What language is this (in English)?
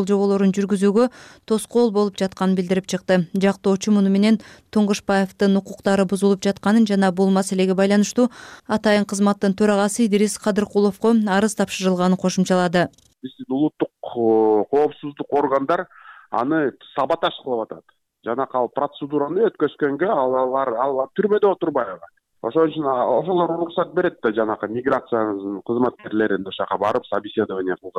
Kyrgyz